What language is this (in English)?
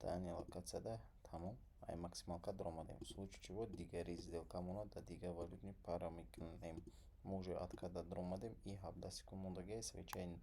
Tajik